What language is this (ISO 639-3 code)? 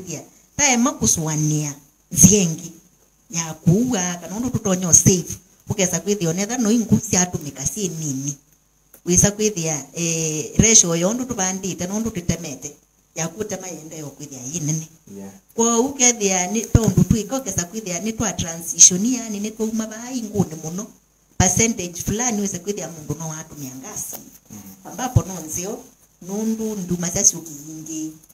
kam